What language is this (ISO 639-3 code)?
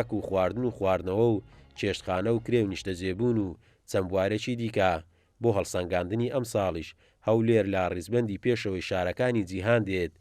ckb